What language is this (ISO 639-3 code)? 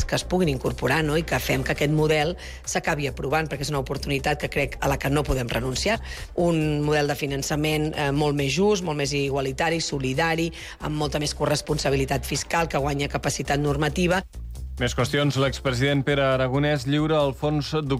cat